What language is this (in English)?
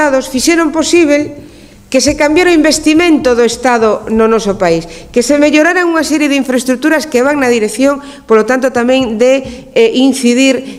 Galician